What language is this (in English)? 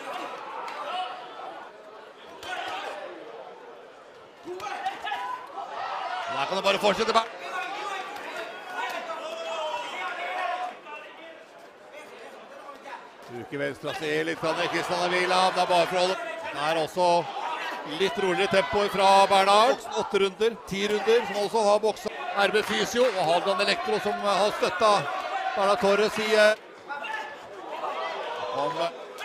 Norwegian